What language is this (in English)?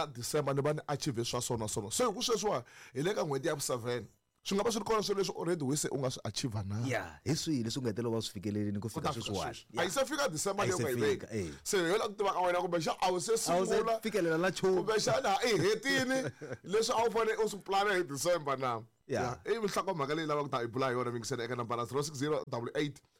Tsonga